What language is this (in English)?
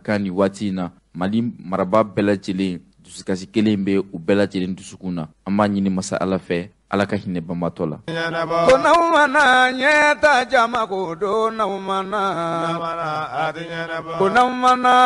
Bambara